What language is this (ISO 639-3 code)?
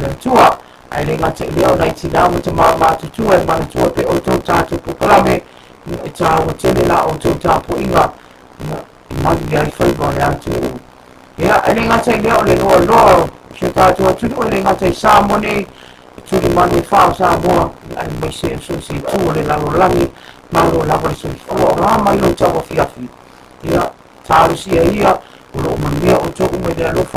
smo